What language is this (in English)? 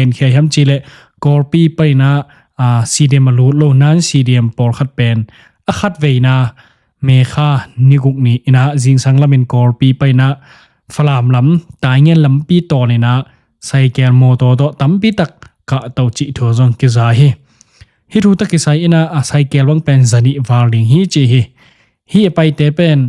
Tedim Chin